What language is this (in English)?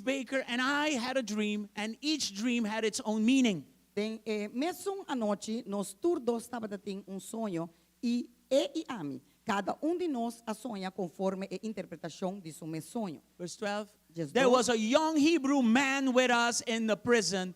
Papiamento